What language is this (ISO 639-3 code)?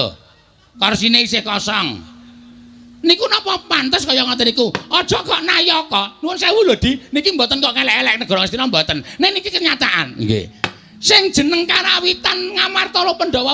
jav